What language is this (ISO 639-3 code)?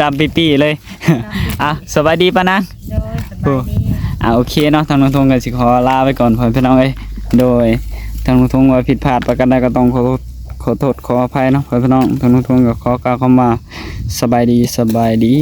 tts